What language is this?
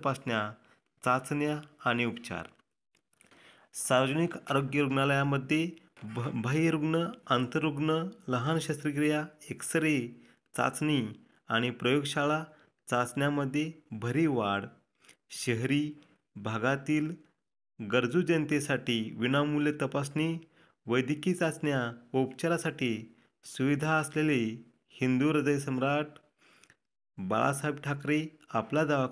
Marathi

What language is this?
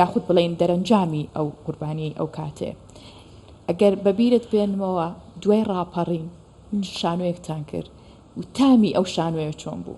Central Kurdish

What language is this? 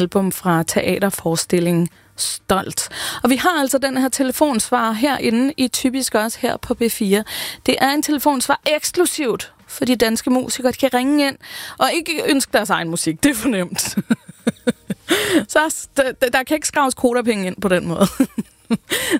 Danish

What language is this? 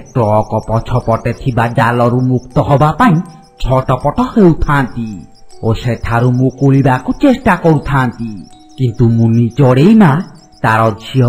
Odia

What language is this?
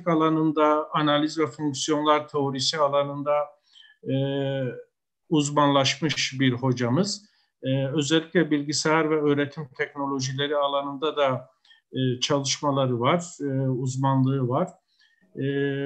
Turkish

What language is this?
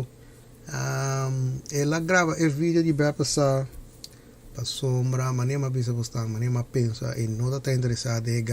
Papiamento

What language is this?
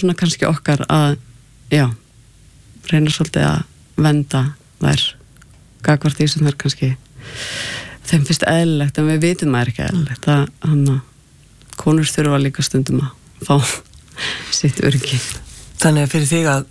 Icelandic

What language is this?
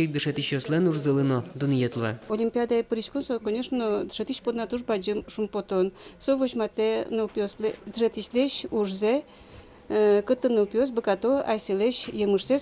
Udmurt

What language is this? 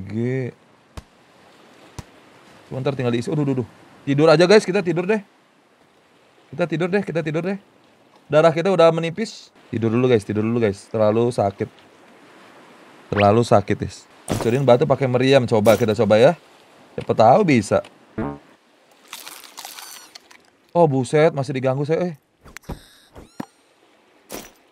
Indonesian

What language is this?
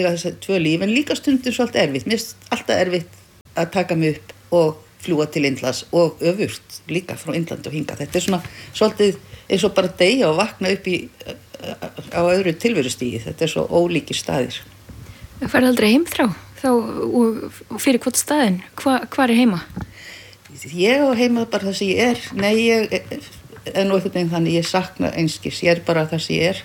Icelandic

